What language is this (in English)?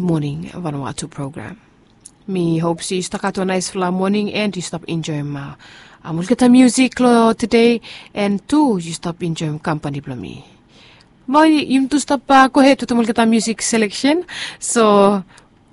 Bislama